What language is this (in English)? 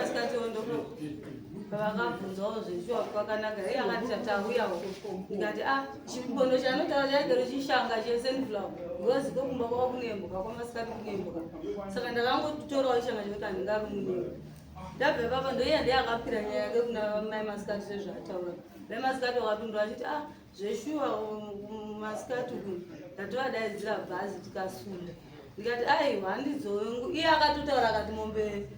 Shona